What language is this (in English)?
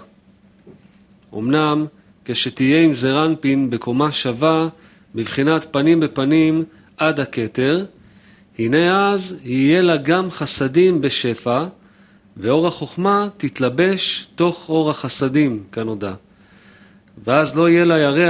Hebrew